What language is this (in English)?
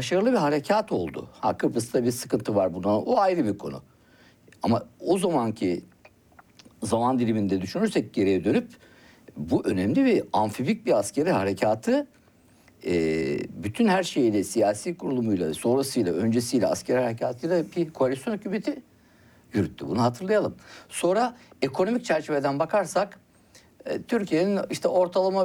Turkish